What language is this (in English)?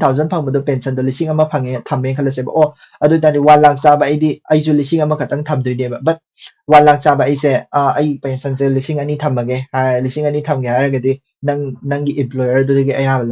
Manipuri